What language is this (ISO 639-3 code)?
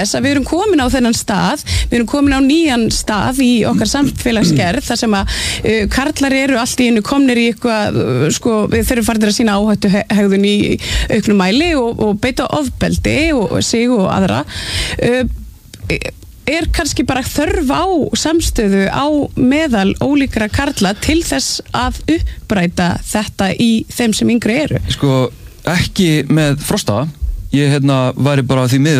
isl